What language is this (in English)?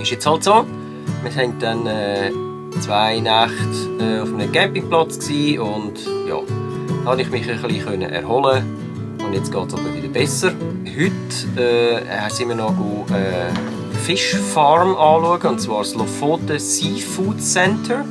Swiss German